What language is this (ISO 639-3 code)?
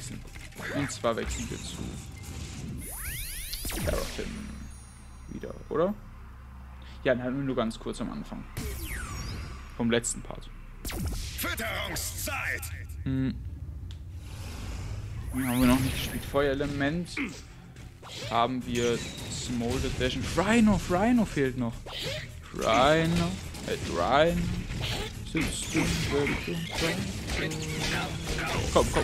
deu